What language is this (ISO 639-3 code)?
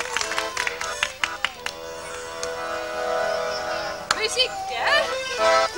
nld